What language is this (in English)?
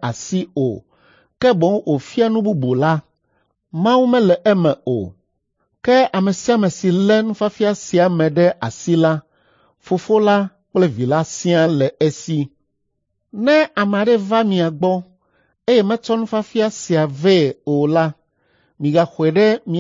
Ewe